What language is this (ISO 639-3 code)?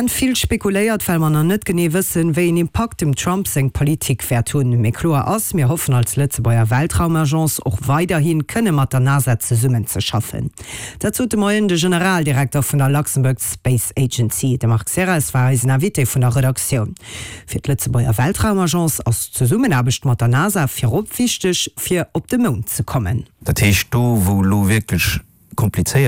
ltz